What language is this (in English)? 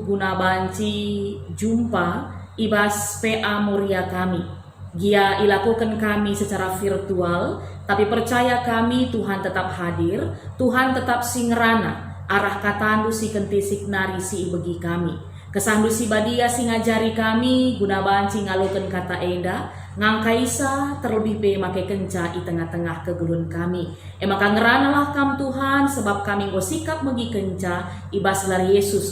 Batak Karo